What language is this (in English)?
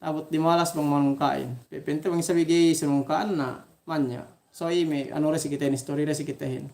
Yakan